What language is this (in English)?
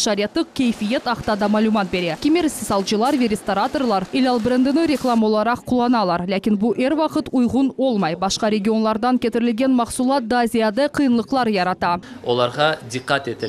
Crimean Tatar